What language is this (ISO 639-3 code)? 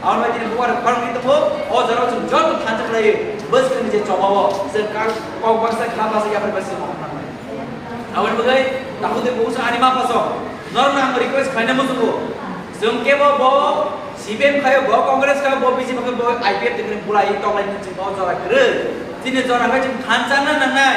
trp